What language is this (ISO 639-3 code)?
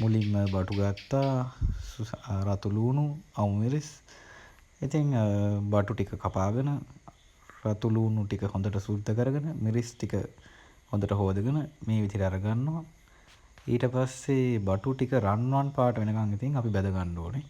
sin